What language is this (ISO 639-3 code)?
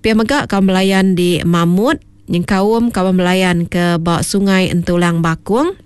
iba